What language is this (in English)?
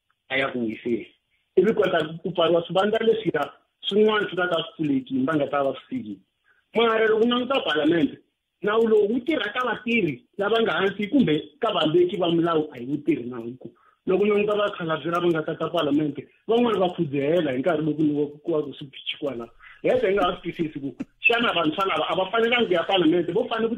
Tsonga